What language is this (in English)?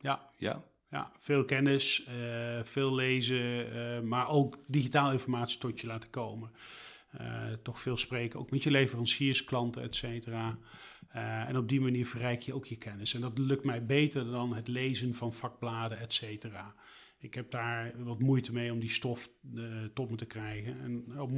Dutch